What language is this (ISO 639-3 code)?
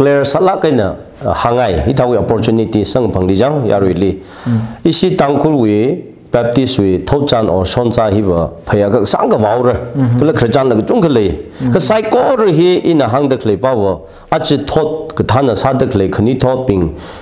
nmf